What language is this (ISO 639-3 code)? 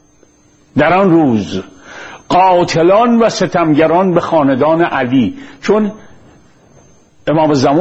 fas